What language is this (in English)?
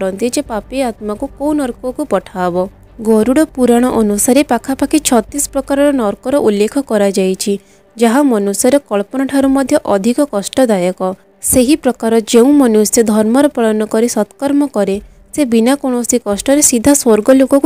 Odia